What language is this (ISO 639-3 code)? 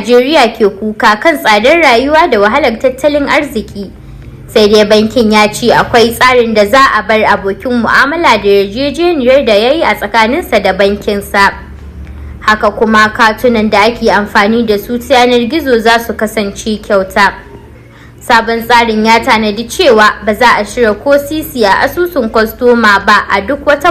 hau